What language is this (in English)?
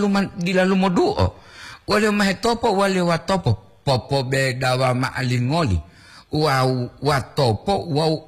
Gorontalo